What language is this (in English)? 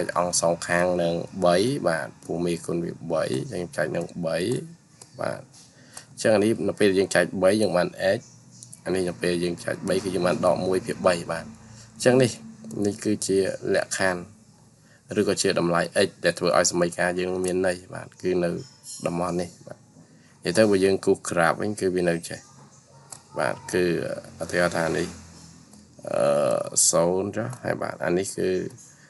Khmer